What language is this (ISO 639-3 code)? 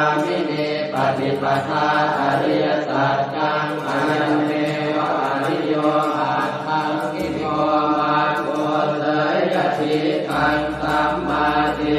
pli